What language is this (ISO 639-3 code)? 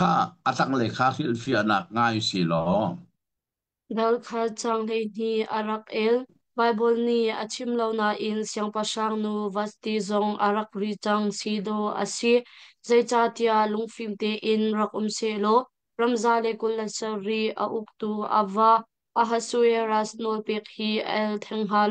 cnh